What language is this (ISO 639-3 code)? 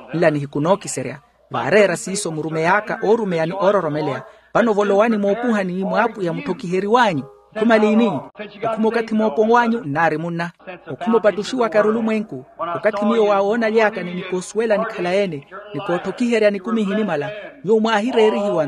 vmw